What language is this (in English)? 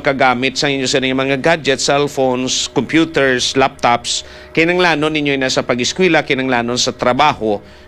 Hiligaynon